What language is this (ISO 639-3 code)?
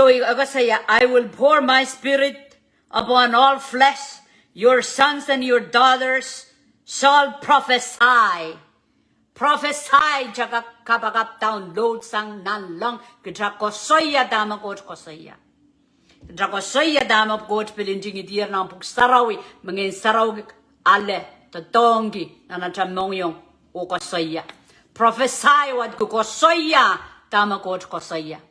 pon